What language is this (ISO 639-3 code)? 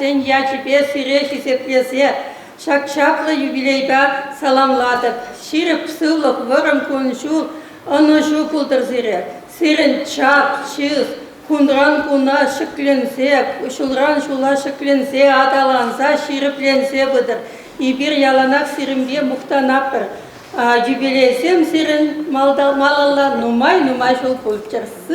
chv